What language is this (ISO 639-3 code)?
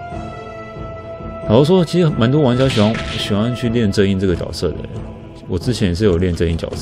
zho